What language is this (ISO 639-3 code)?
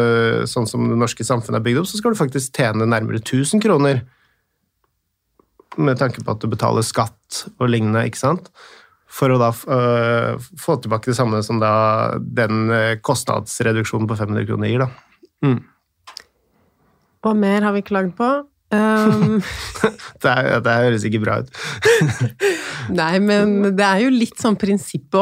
nor